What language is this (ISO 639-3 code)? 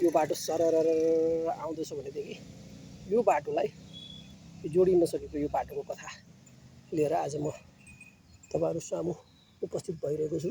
nep